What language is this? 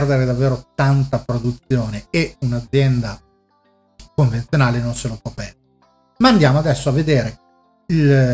Italian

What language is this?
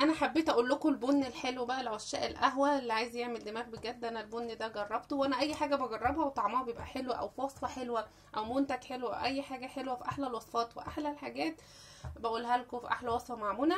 Egyptian Arabic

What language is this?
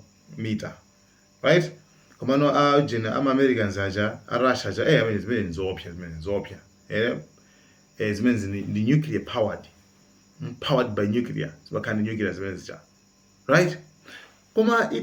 Nyanja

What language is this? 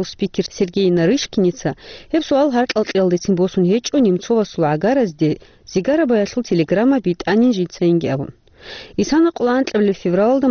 Avaric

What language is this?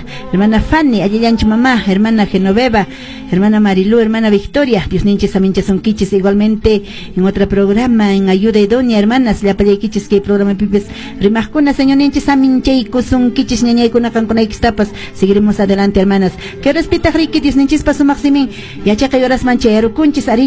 Quechua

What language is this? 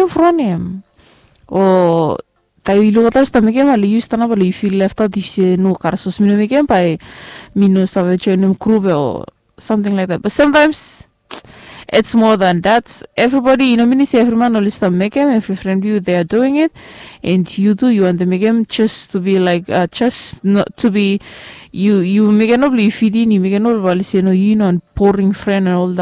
Bislama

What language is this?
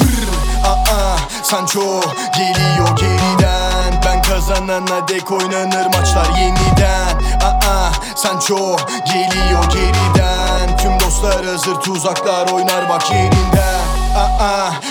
Turkish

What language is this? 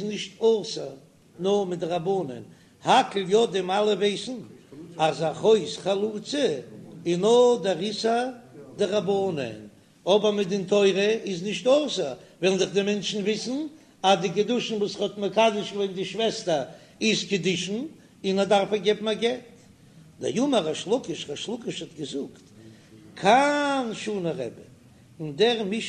Yiddish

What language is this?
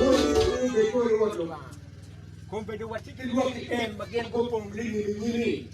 Acoli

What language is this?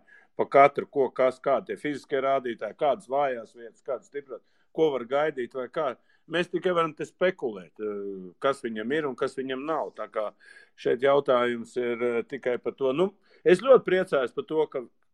Latvian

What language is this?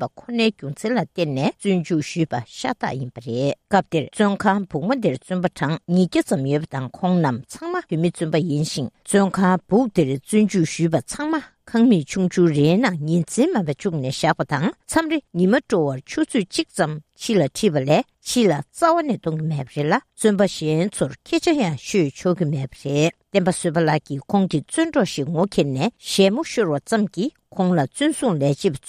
Tibetan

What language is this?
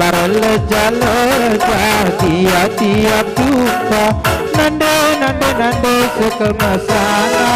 Batak Karo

